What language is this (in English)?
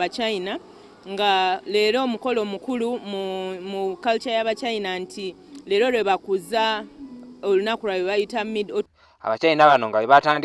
Ganda